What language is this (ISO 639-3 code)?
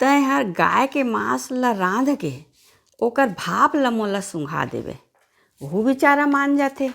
hne